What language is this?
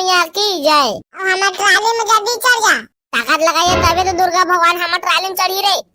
Chhattisgarhi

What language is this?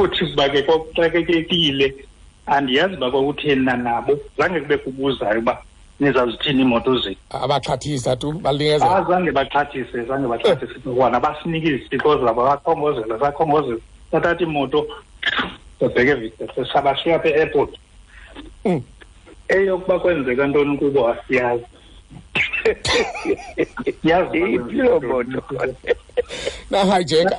Xhosa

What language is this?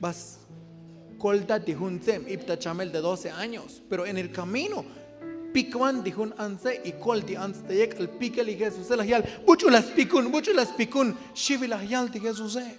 Tzotzil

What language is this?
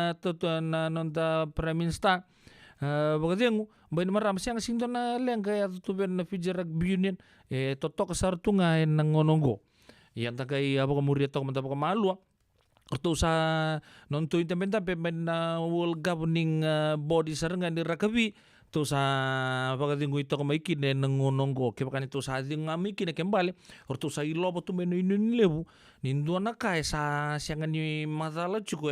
Fijian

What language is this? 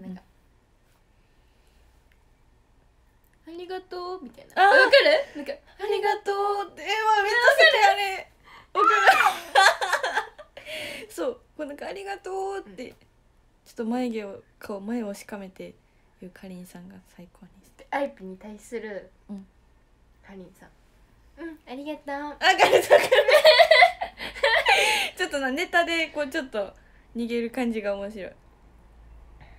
Japanese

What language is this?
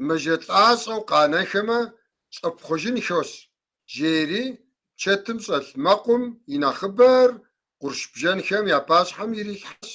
Kabardian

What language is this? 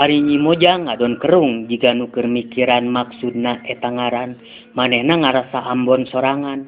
Sundanese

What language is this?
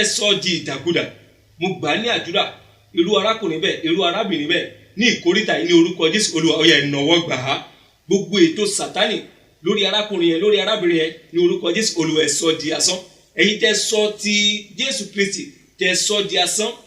Yoruba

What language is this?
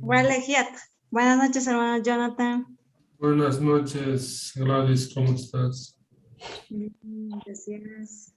Quechua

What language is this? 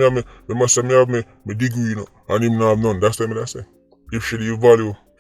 Jamaican Creole English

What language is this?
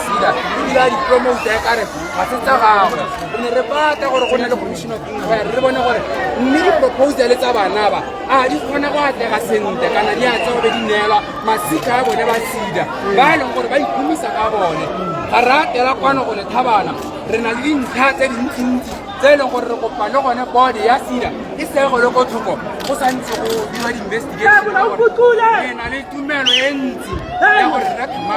Tswana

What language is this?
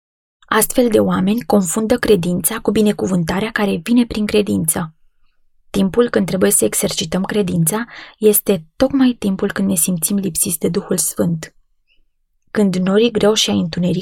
Romanian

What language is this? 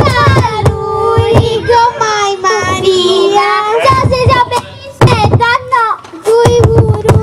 Sardinian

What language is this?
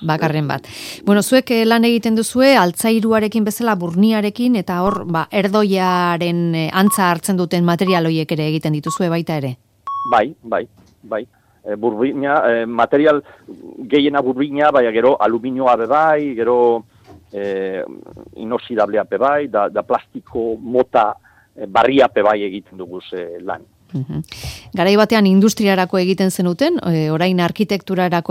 Basque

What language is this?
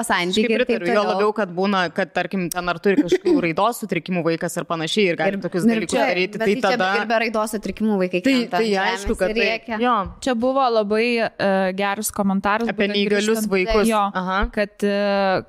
Lithuanian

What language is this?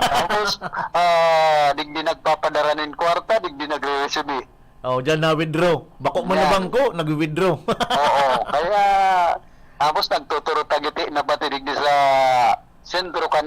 Bikol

